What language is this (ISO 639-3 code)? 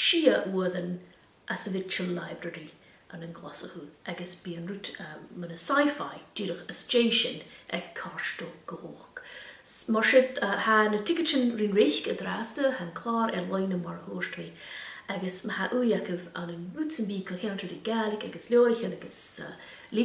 gla